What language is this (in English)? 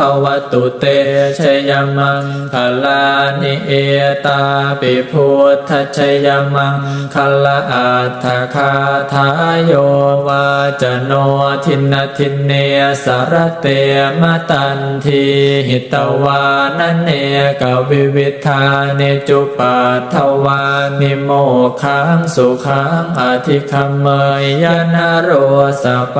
Pali